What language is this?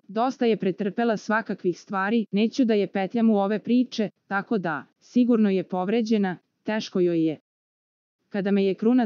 Serbian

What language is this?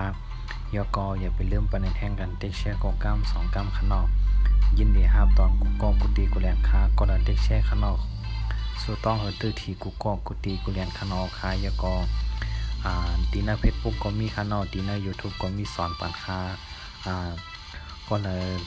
Shan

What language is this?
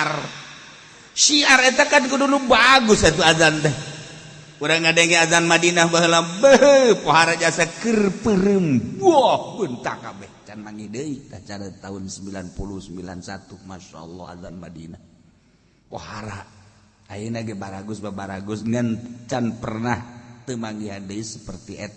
Sundanese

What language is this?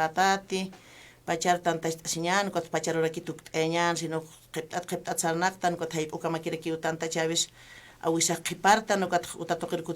Aymara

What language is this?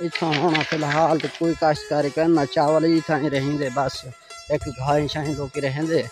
Saraiki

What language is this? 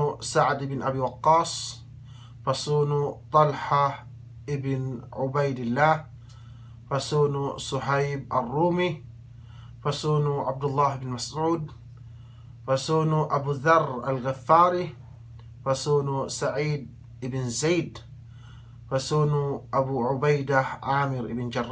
Yakan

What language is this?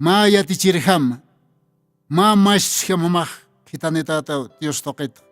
Aymara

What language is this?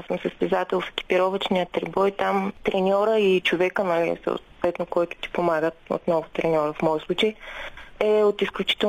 Bulgarian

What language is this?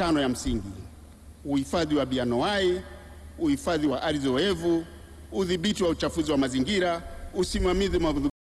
Swahili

